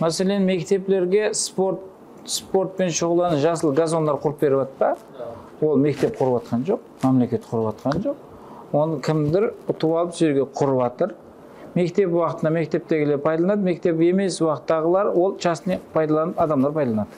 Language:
Kara-Kalpak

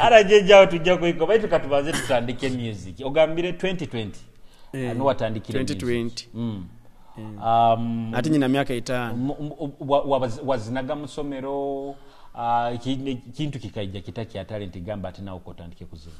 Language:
Nyoro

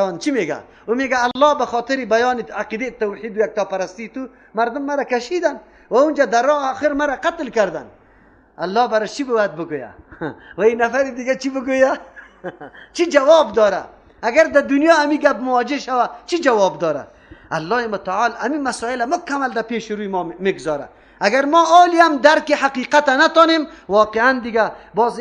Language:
Persian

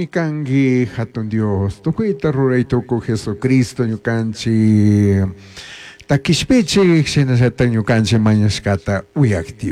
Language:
Chimborazo Highland Quichua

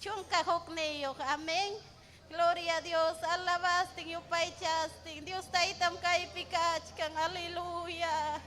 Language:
Ayacucho Quechua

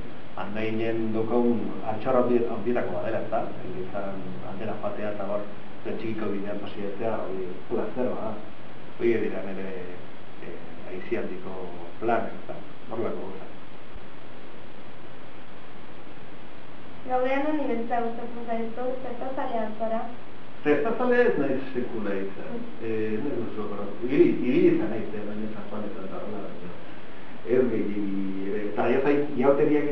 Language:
Basque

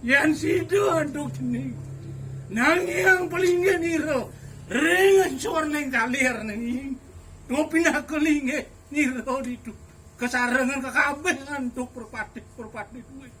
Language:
Balinese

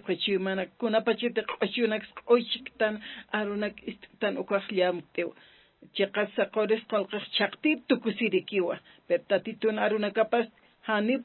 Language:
Aymara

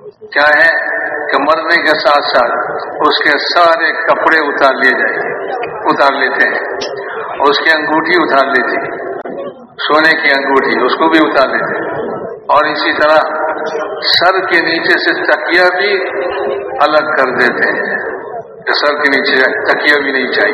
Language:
Urdu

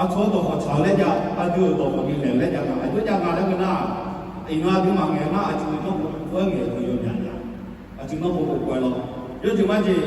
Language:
Akha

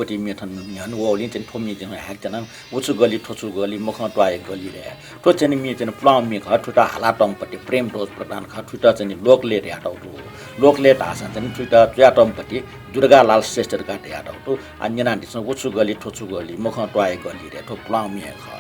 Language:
Newari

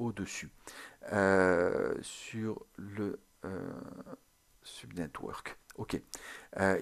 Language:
French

